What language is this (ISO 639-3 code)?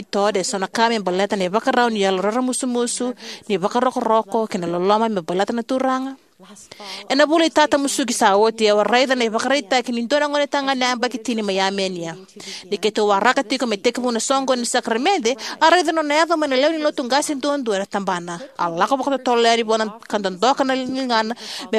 fij